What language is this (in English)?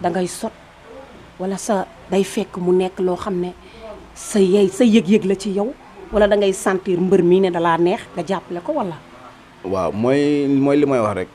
Wolof